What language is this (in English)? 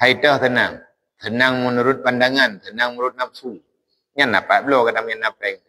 Achinese